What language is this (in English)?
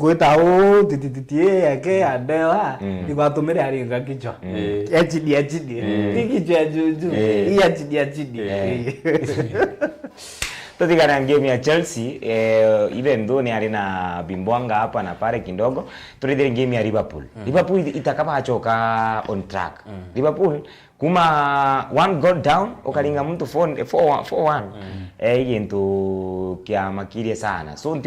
Meru